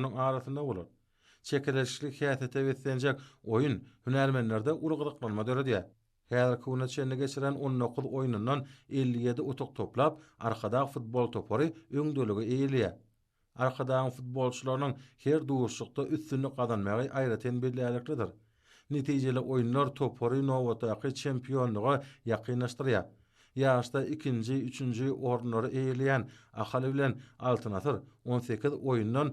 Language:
Turkmen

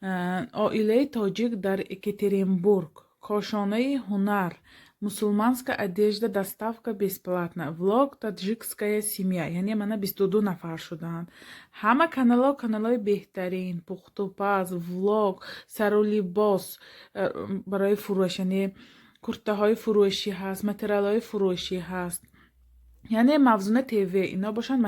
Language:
Tajik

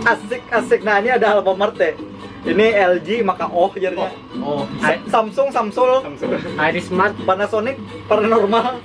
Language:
Banjar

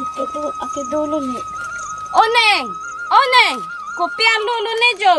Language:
Karbi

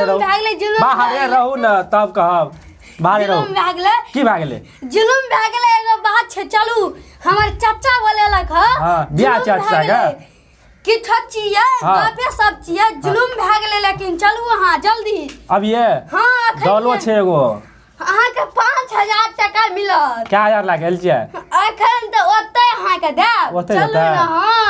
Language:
Maithili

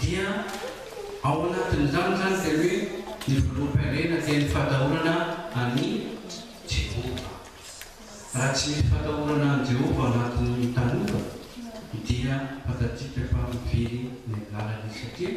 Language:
Malagasy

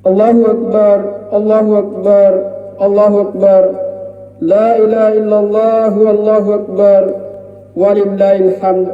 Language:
Makasar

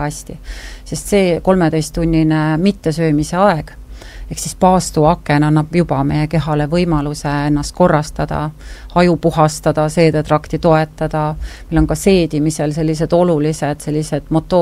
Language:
Estonian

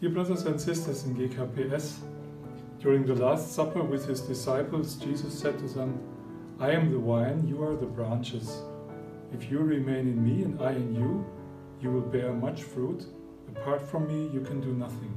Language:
Batak Simalungun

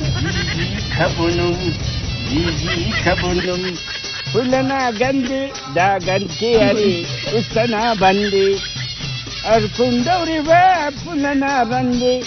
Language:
Brahui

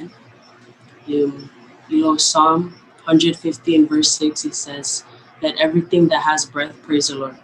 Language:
Marshallese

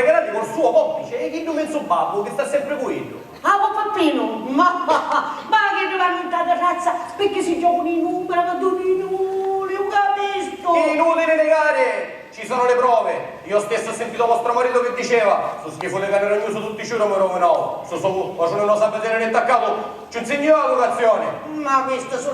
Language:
Sicilian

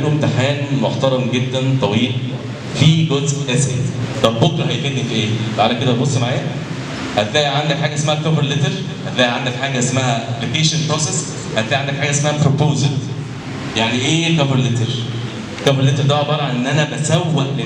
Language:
Egyptian Arabic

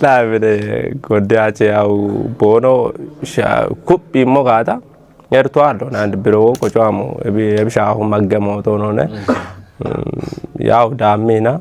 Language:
Kafa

